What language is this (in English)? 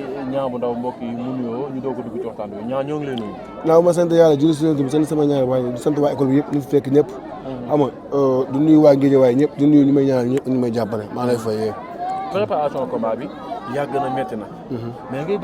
Wolof